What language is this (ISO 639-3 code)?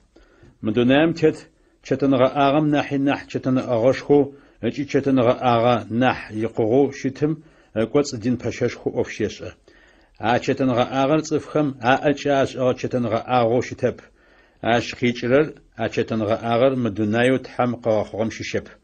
ady